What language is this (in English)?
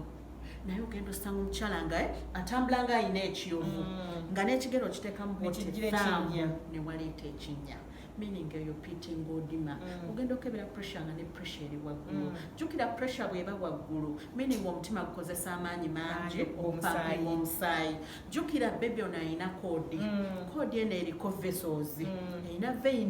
Ganda